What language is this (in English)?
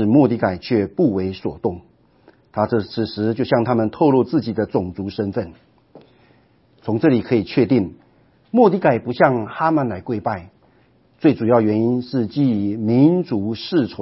Chinese